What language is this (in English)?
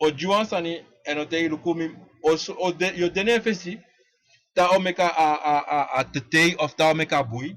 Sranan Tongo